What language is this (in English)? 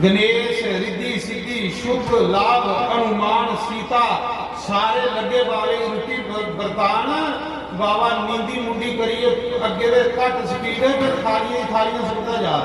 Dogri